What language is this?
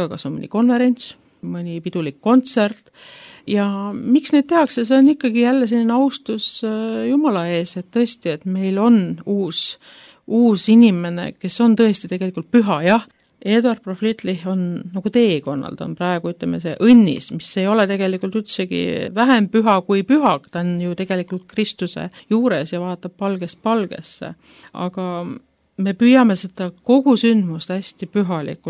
Estonian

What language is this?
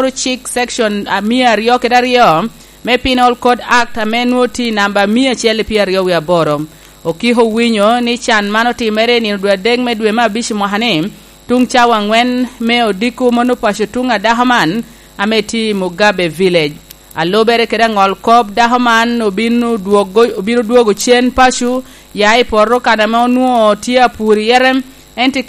Lango (Uganda)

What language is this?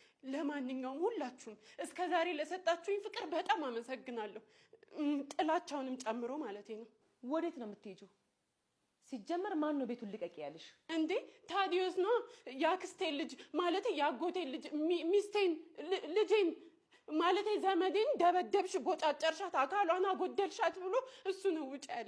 Amharic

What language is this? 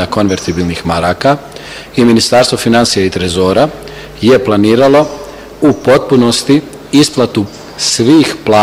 Bosnian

